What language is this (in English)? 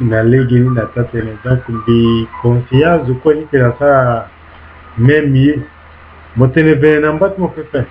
Sango